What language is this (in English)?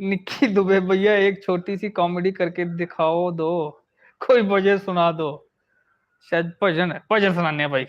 Dogri